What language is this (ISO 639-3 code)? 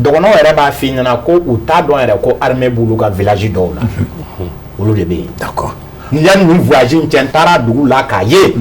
bam